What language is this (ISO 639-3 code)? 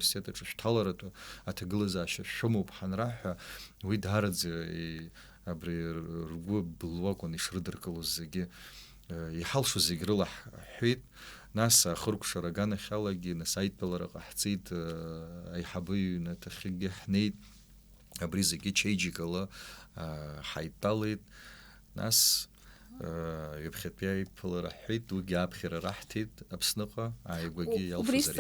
abk